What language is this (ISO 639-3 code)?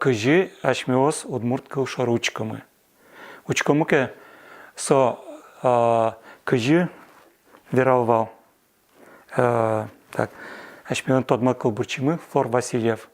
udm